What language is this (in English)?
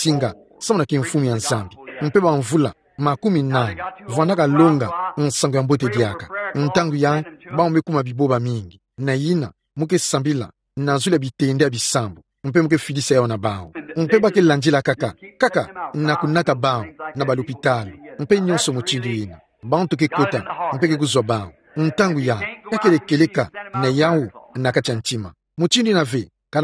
Kituba (Democratic Republic of Congo)